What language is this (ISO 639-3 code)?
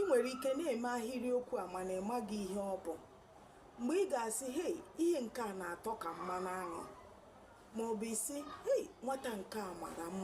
ibo